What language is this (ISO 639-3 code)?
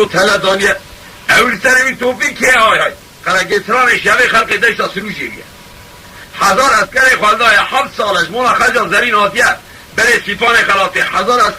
kur